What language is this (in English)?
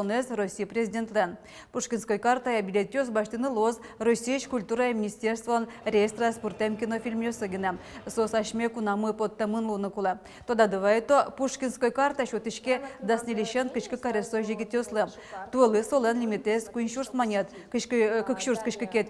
Udmurt